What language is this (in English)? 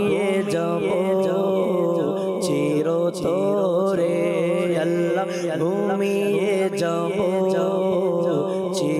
Bangla